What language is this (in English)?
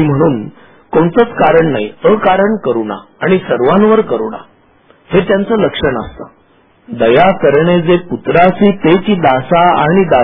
Marathi